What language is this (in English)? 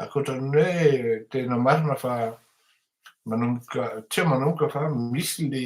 Malagasy